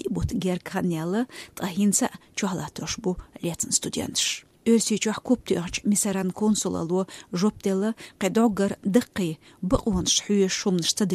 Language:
Chechen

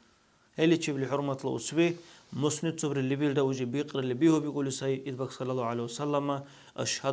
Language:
Dargwa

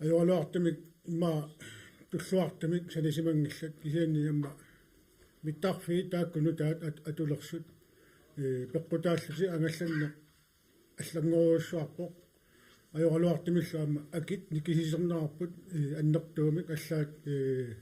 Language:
Kalaallisut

